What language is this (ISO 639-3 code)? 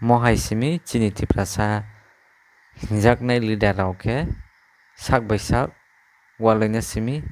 trp